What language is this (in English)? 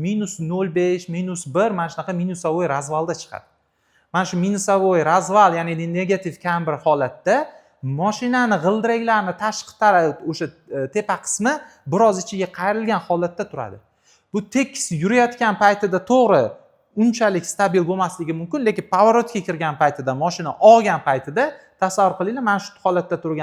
Uzbek